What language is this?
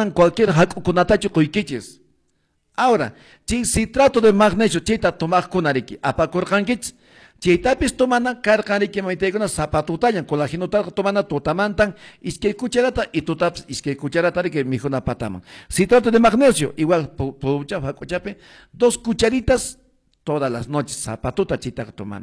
Quechua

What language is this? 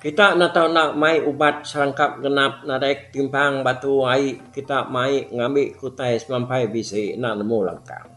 Iban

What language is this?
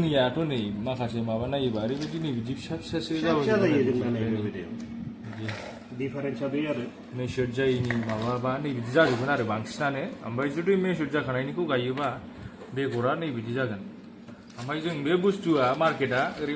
Bodo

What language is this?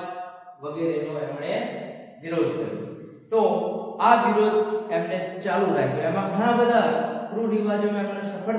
Gujarati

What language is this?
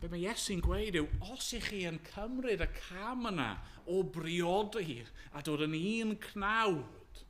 Welsh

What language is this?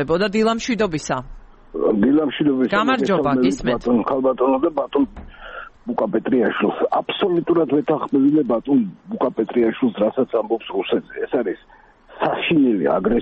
Georgian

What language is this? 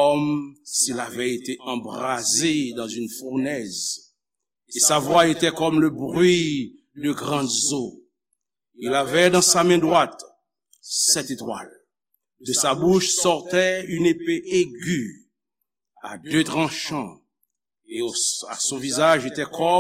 Haitian Creole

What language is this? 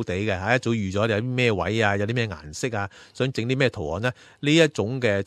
Cantonese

